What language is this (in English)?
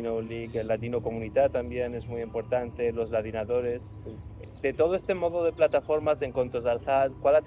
Ladino